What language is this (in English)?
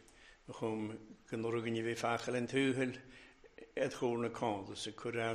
Welsh